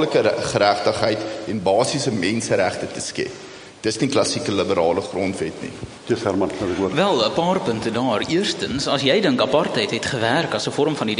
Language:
Afrikaans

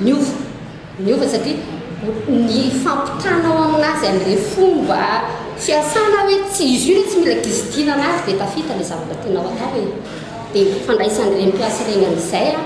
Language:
Malagasy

